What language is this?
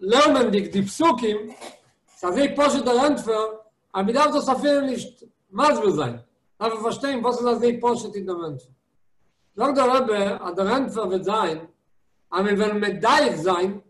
Yiddish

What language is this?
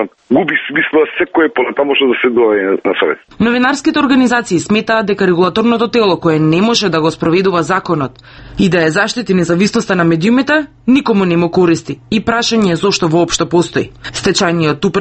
Macedonian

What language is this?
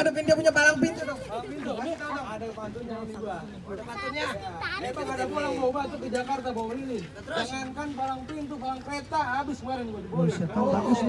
Betawi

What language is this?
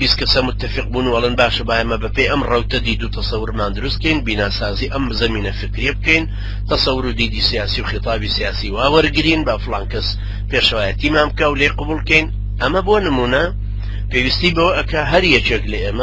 Central Kurdish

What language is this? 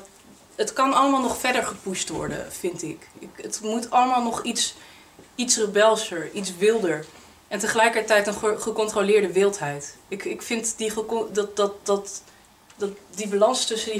Dutch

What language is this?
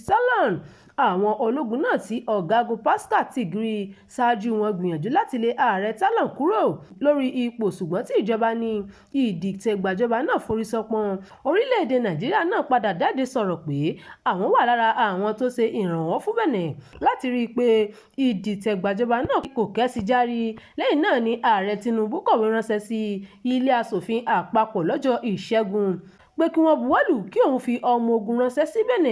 Yoruba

